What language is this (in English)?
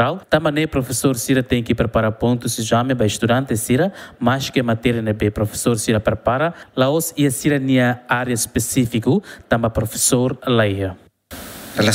Tetum